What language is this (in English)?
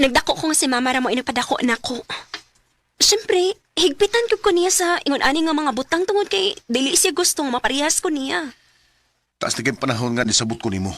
Cebuano